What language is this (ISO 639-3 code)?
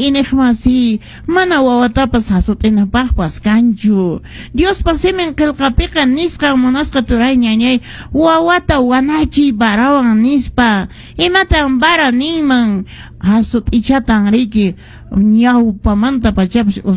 que